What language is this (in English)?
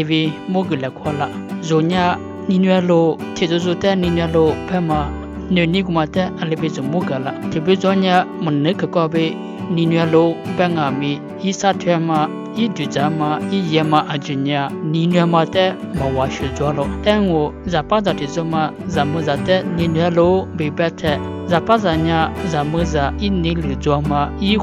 Lisu